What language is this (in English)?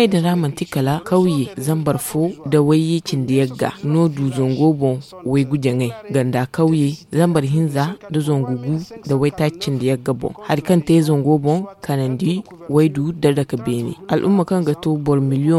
Zarma